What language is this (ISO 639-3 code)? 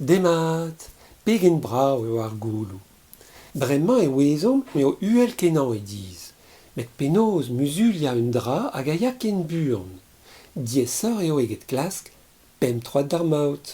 bre